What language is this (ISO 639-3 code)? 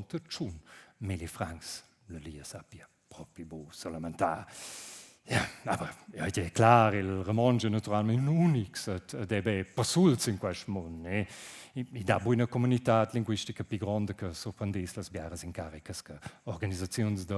roh